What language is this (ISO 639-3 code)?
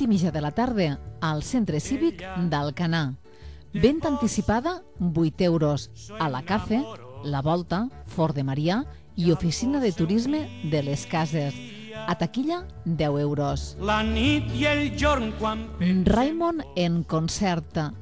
cat